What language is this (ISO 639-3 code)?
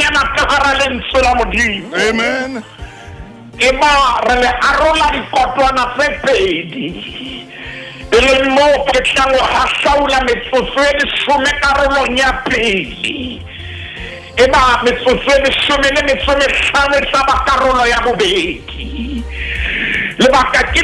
sot